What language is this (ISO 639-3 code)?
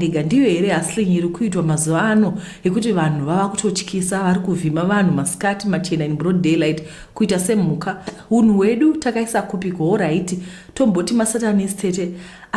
sna